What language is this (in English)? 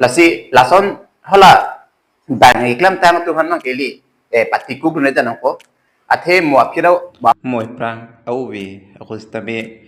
Karbi